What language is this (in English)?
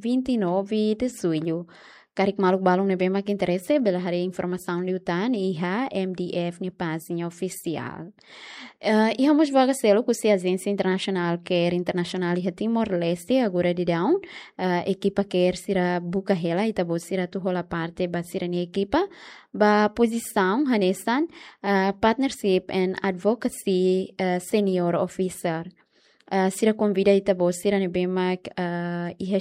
Tetum